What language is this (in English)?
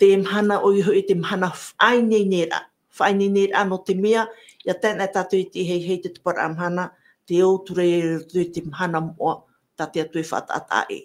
Tahitian